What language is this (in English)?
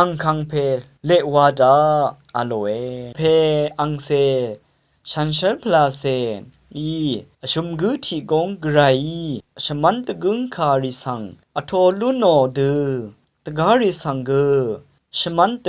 Rawang